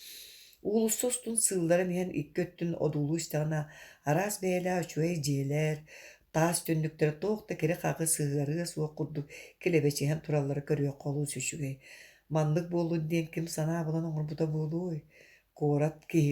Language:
Yakut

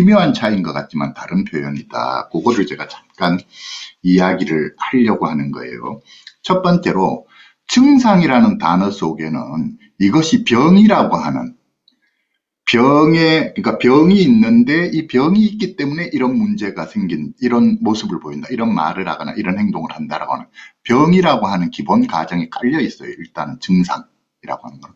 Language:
Korean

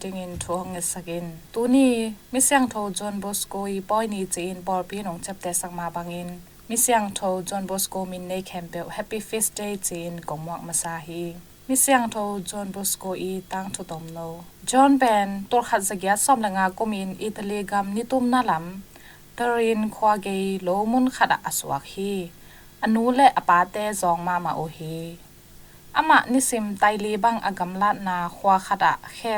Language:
Tedim Chin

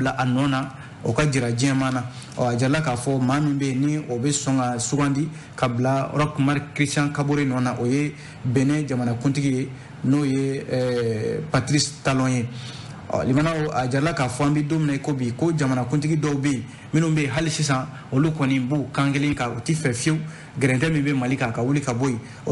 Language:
Bambara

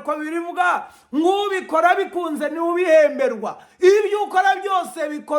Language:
Kinyarwanda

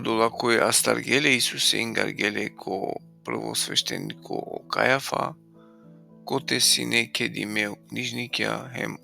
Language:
Balkan Romani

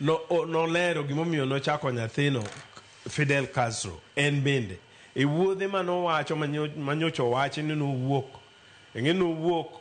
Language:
Luo (Kenya and Tanzania)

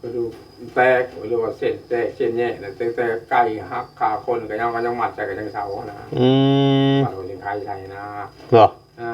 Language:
Northeastern Thai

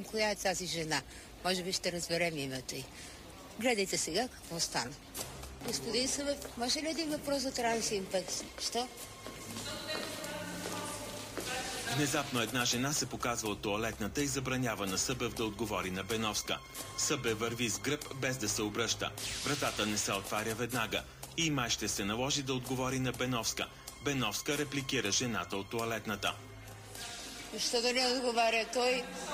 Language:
Bulgarian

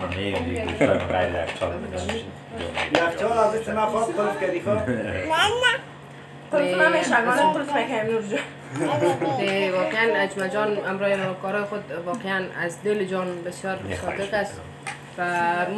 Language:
Persian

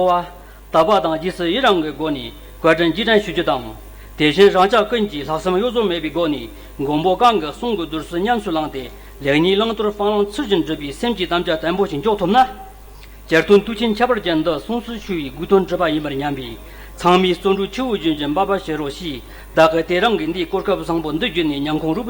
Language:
Tibetan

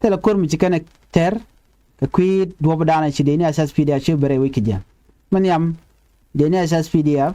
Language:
Nuer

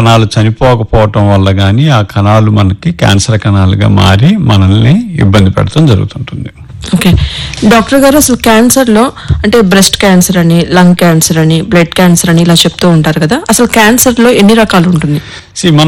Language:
Telugu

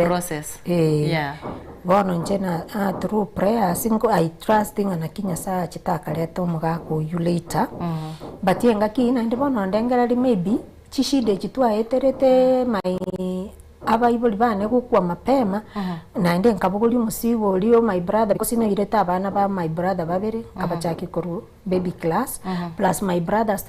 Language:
Gusii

